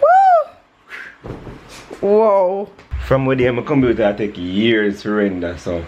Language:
Jamaican Creole English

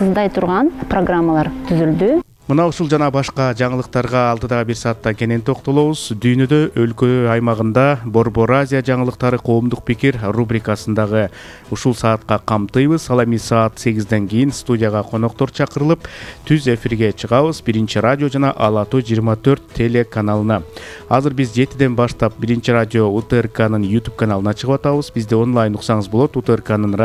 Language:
Kyrgyz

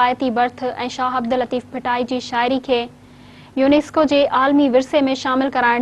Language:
Sindhi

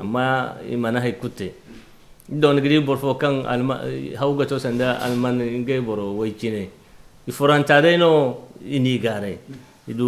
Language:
Zarma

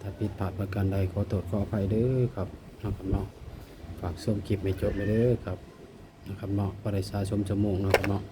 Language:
Northeastern Thai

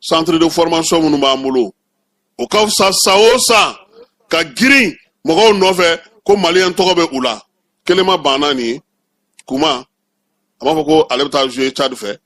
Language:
Bambara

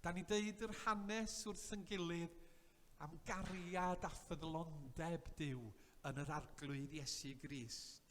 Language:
Welsh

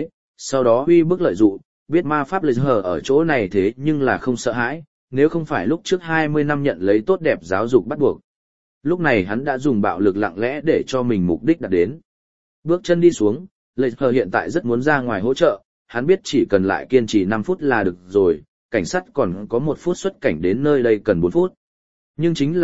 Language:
Vietnamese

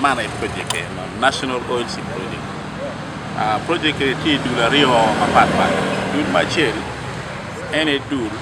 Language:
Acoli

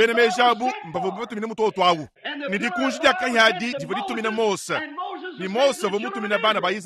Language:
Luba-Lulua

